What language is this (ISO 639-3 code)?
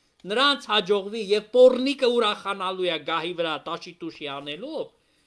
hye